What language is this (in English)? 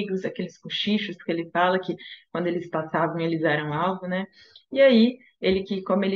Portuguese